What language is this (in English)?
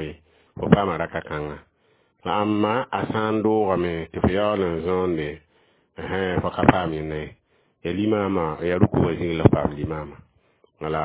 Mossi